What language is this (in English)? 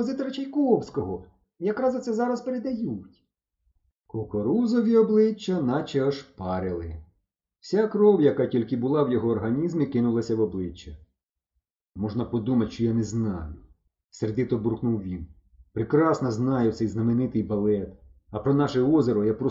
Ukrainian